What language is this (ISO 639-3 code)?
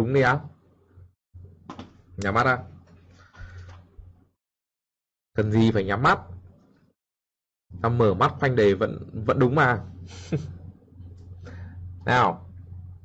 vie